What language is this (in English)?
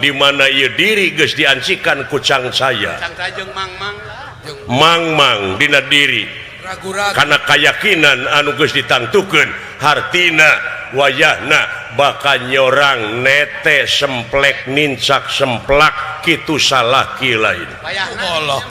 Sundanese